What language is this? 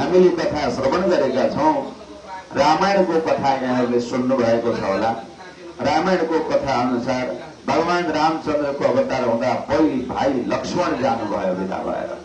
Nepali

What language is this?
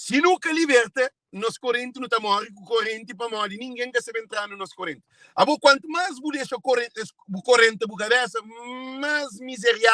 Kabuverdianu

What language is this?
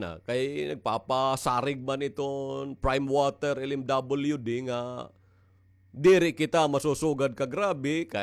Waray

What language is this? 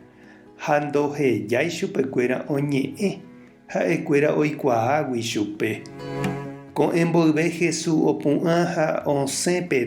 Guarani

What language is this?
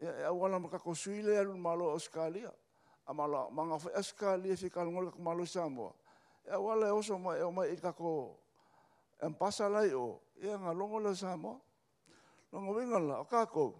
Samoan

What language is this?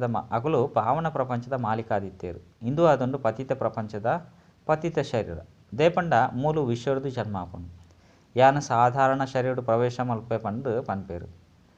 Tulu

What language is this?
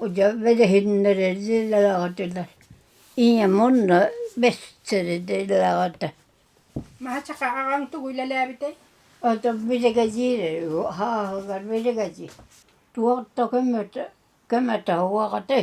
Yakut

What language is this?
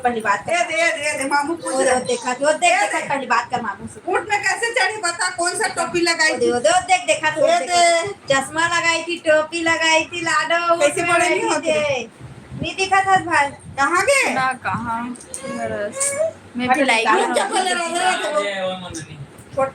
Chhattisgarhi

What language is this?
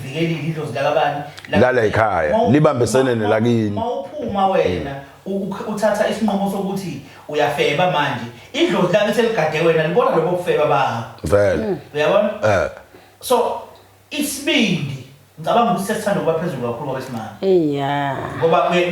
Zulu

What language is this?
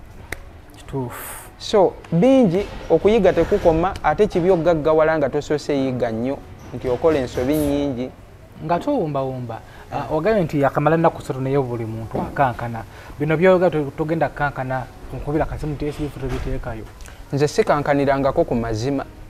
Ganda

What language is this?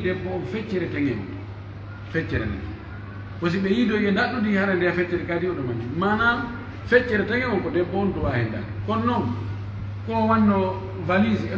Pular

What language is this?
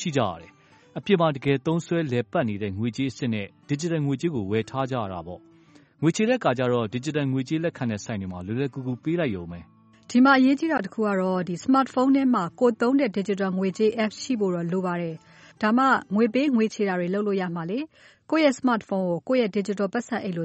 Burmese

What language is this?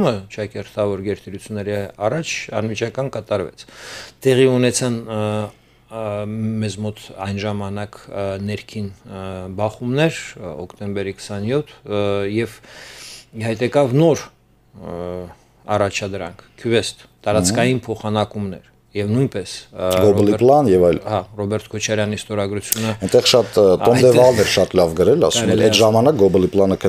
Armenian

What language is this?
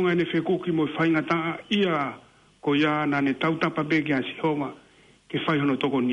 Tongan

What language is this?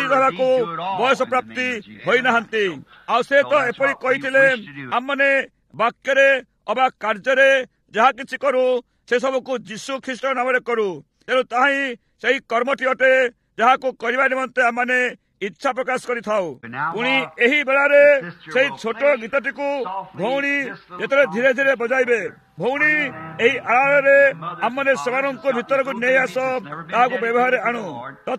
Odia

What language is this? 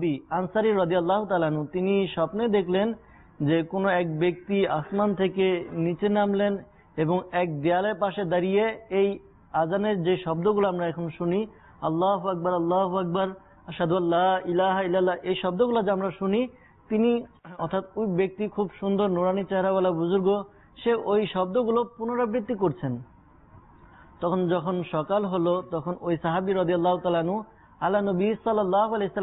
Bangla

